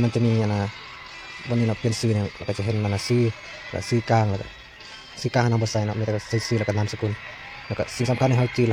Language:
Lao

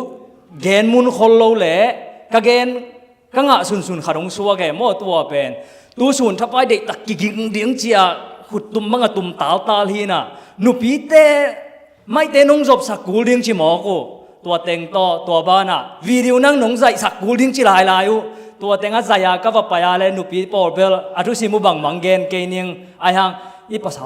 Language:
Tedim Chin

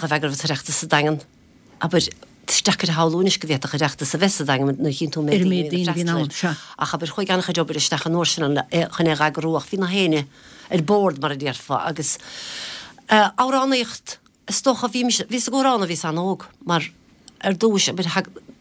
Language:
Irish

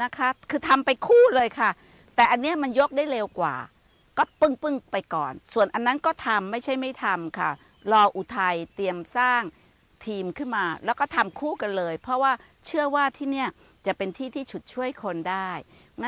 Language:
Thai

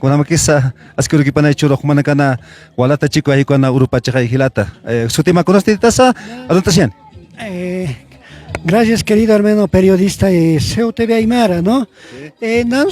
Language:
Aymara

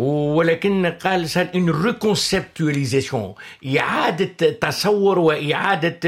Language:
Tunisian Arabic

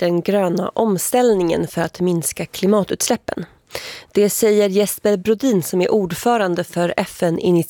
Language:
Swedish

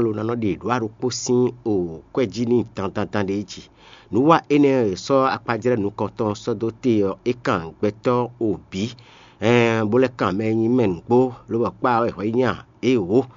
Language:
Fon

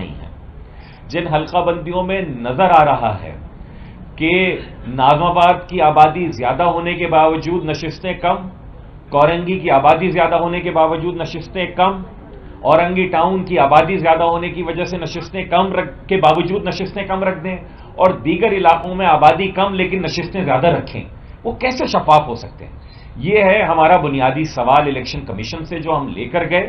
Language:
Urdu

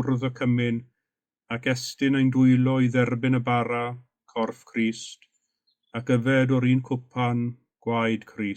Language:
Welsh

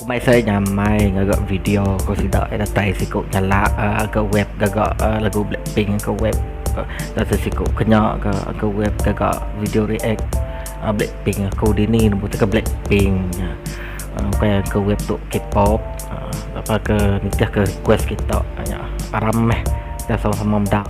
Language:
Iban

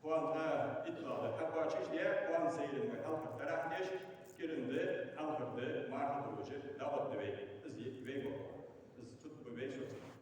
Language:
Ingush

